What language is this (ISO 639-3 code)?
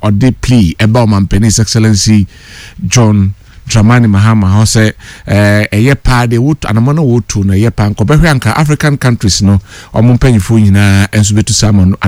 aka